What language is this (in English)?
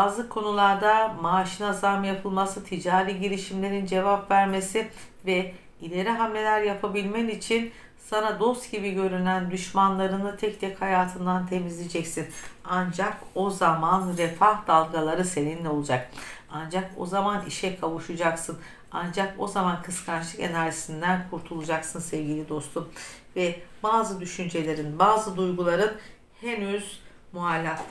Turkish